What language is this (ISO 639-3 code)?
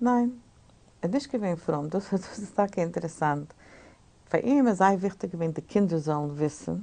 yid